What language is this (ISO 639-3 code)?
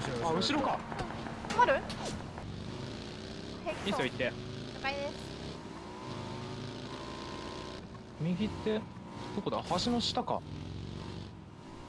jpn